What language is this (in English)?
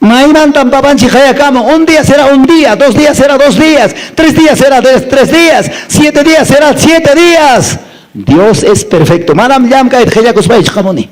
Quechua